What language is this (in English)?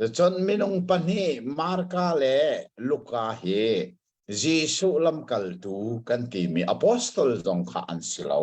Hakha Chin